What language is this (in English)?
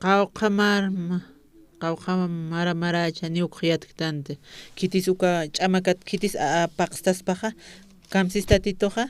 Aymara